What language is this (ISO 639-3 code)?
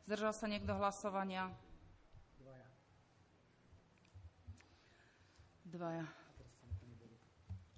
slk